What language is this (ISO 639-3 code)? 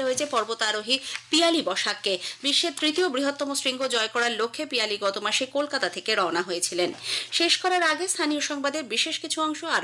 ben